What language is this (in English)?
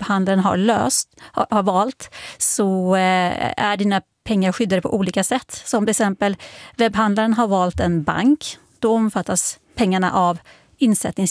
Swedish